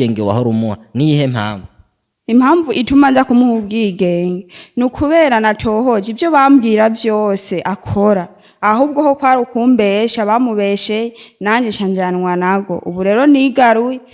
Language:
Rundi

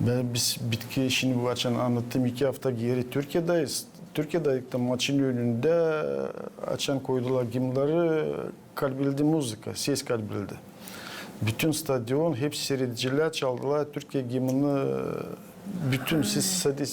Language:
Gagauz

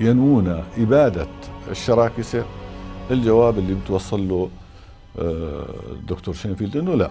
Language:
North Levantine Arabic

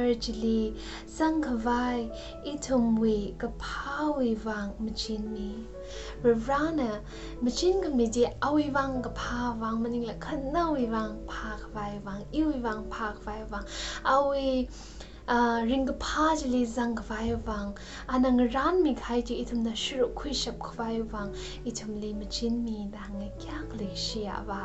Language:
Tangkhul Naga (India)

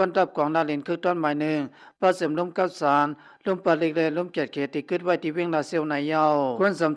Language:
Shan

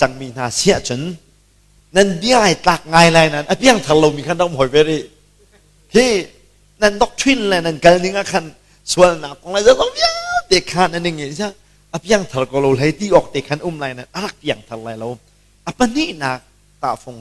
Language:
Hakha Chin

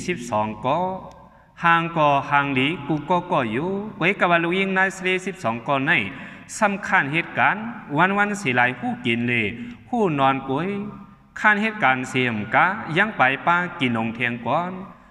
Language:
Shan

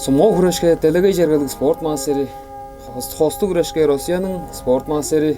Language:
Tuvinian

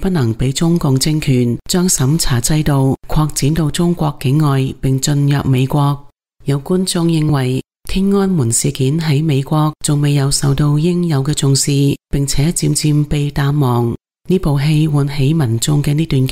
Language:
Cantonese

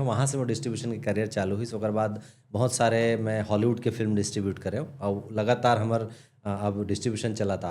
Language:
Chhattisgarhi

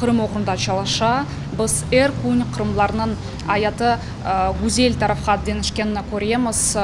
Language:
Crimean Tatar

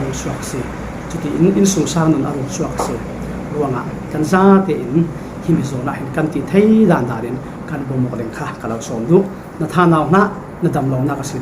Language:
Falam Chin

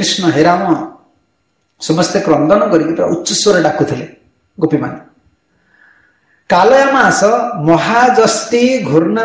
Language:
Odia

